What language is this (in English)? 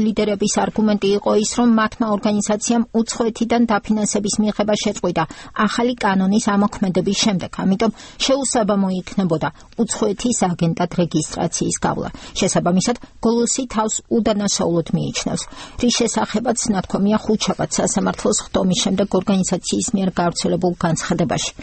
Georgian